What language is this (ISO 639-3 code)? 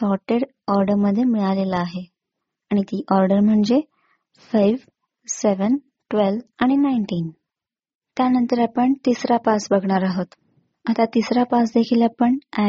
mar